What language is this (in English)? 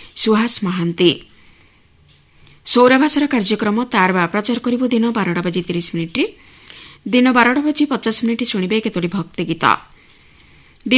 Odia